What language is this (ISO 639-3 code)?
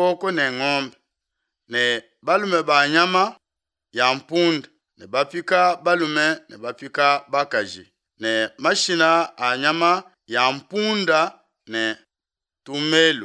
lua